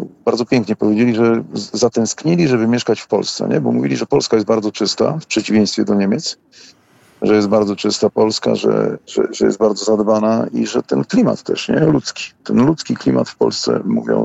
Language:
Polish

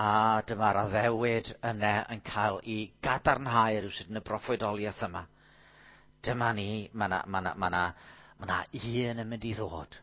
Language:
Welsh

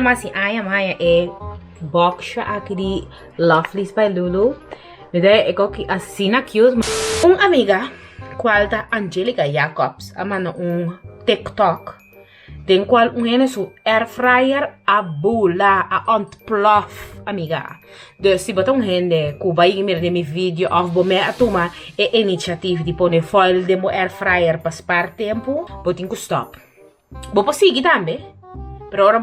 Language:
Papiamento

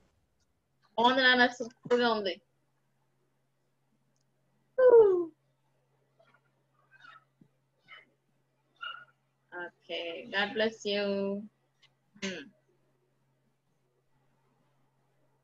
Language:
Telugu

